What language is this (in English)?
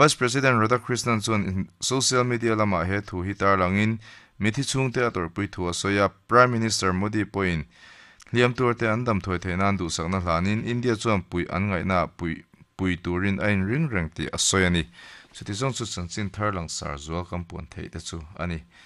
Mizo